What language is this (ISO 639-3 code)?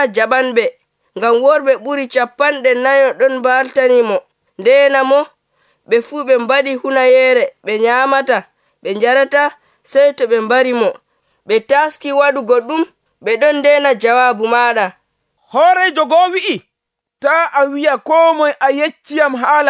fuv